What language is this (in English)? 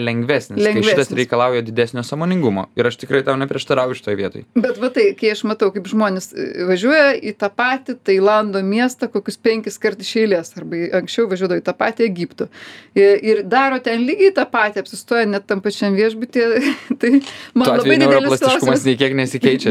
Lithuanian